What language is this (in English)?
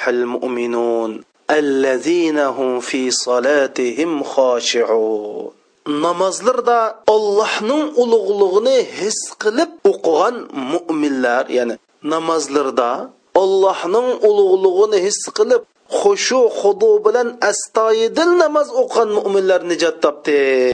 Uyghur